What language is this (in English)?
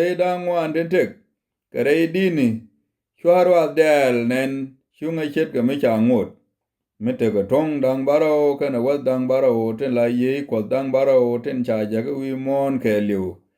Nuer